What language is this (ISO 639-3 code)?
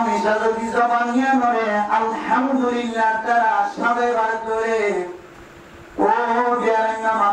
rhg